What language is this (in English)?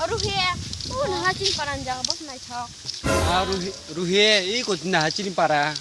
Kok Borok